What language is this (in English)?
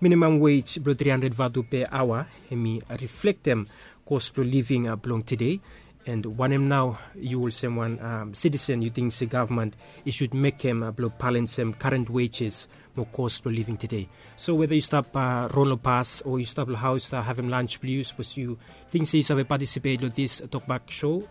Bislama